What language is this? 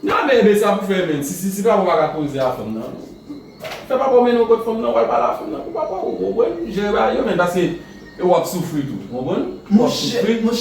Haitian Creole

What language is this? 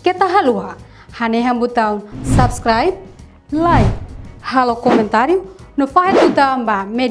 Tetum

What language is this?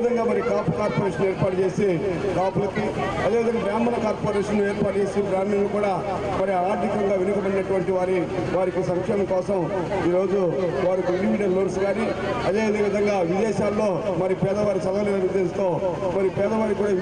Telugu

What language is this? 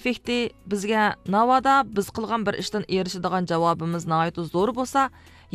Uyghur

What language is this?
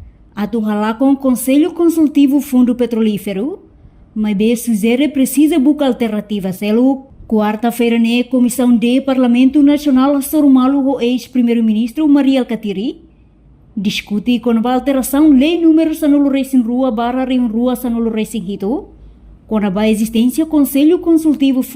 Tetum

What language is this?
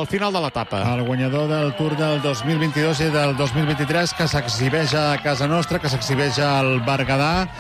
Catalan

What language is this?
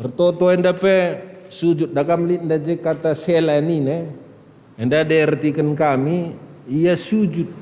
Batak Karo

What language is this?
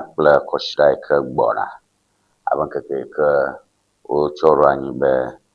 Ewe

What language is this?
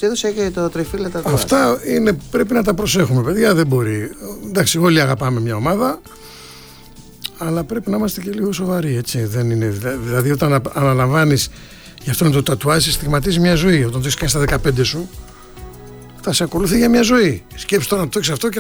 Greek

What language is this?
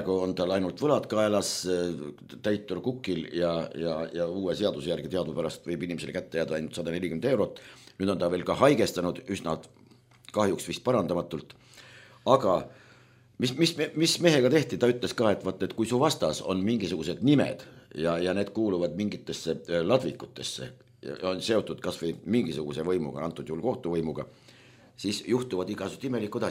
Estonian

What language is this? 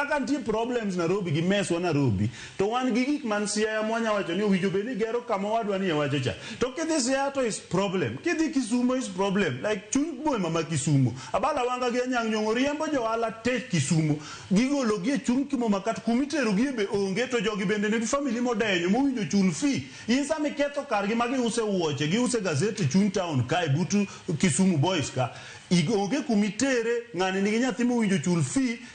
Luo (Kenya and Tanzania)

